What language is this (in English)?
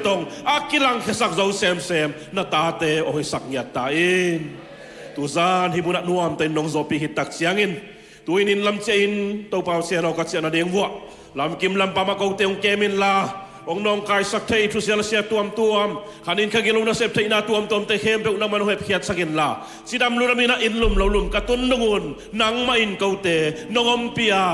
Tedim Chin